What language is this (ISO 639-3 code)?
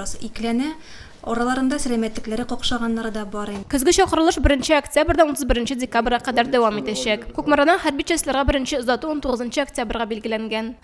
tat